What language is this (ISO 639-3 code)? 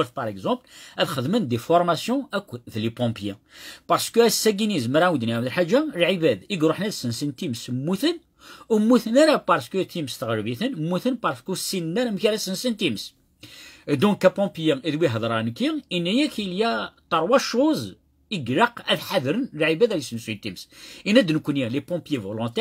kab